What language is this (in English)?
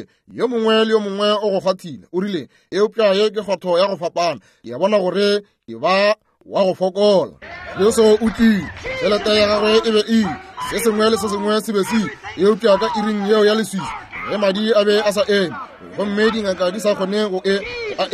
Northern Sotho